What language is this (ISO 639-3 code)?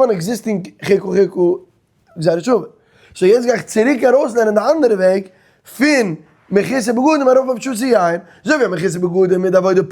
yid